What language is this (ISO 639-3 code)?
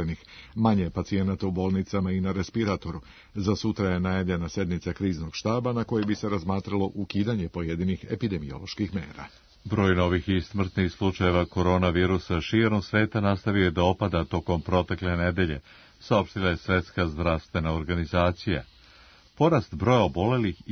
srp